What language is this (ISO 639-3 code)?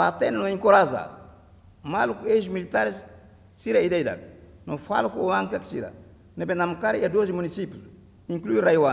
tet